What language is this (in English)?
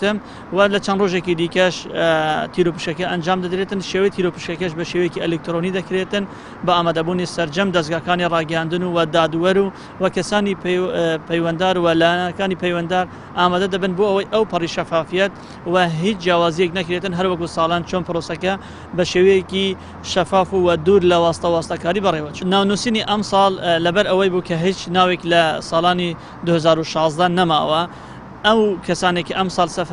Central Kurdish